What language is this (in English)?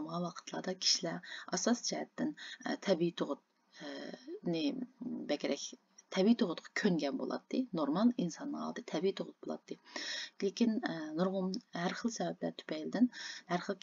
Uyghur